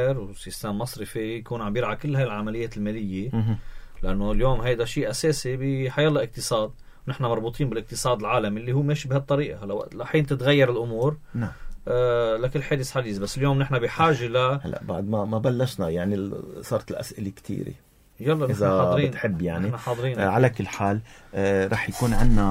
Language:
North Levantine Arabic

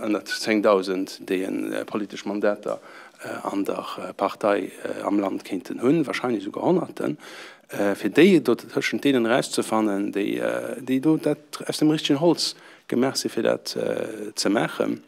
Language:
Luxembourgish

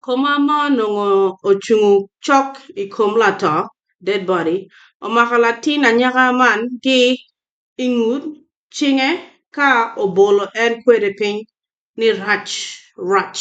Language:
Acoli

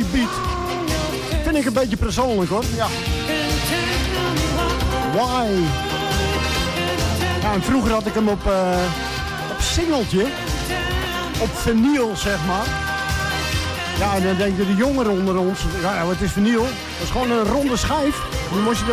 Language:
Dutch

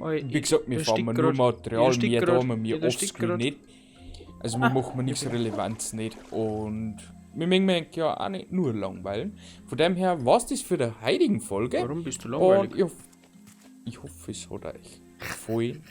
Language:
Bavarian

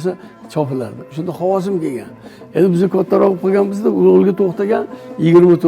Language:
Uzbek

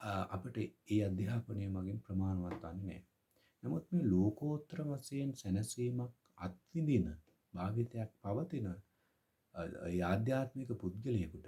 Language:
Sinhala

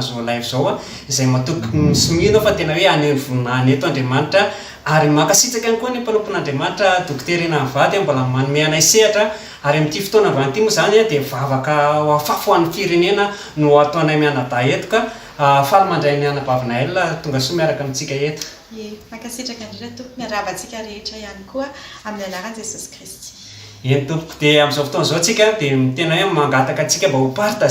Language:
Malagasy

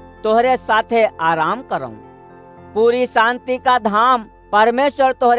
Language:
Awadhi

